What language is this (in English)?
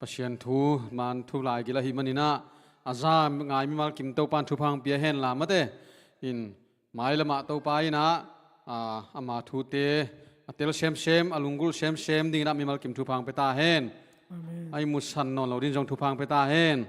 Tedim Chin